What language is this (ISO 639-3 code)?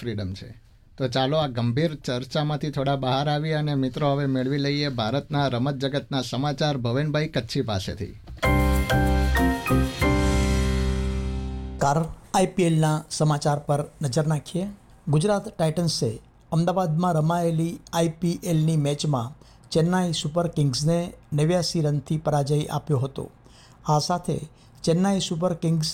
guj